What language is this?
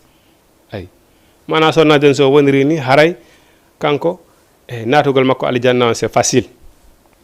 Fula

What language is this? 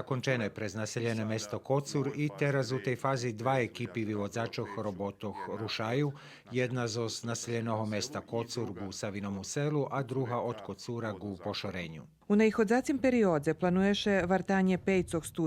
Rusyn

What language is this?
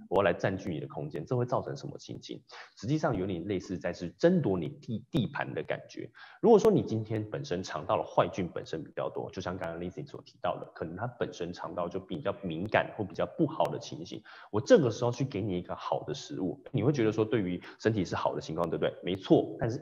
Chinese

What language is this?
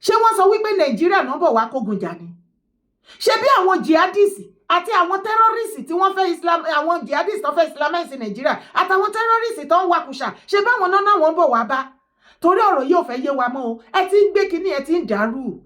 Yoruba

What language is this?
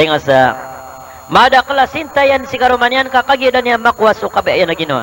Maranao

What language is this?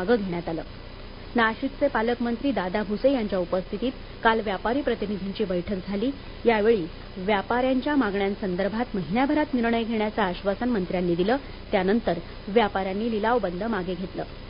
Marathi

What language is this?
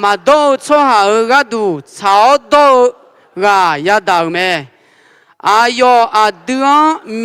Akha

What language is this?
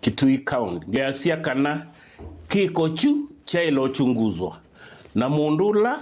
Kamba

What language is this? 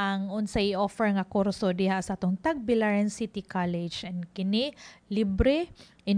Cebuano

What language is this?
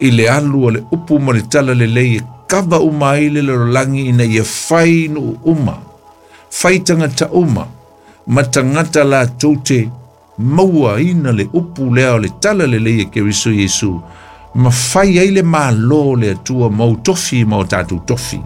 Samoan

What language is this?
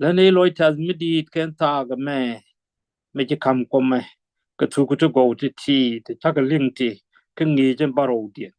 Nuer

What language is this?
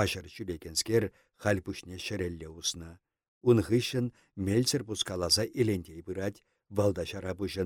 Chuvash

